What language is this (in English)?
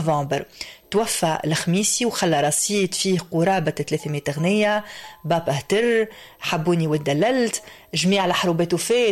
Tunisian Arabic